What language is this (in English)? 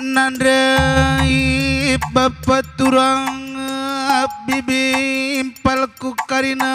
Batak Karo